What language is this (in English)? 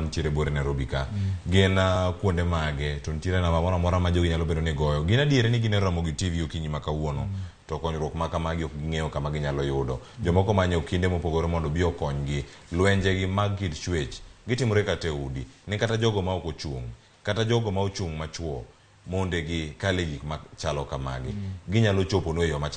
Luo (Kenya and Tanzania)